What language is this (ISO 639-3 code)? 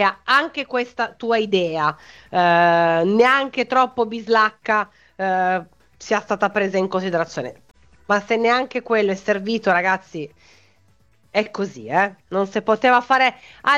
ita